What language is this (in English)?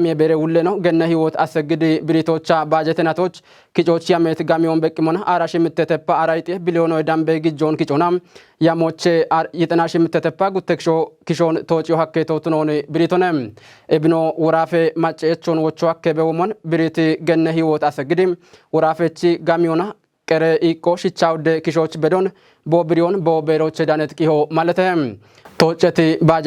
Kafa